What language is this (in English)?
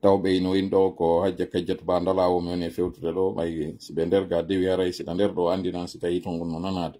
Fula